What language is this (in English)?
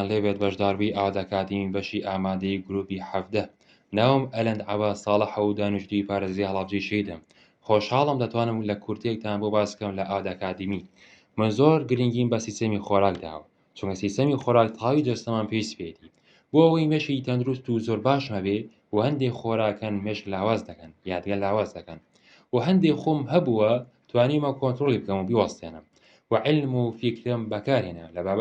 Central Kurdish